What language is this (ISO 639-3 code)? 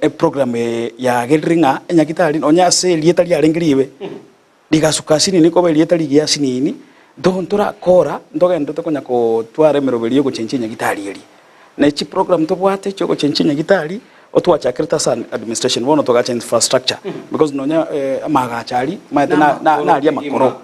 guz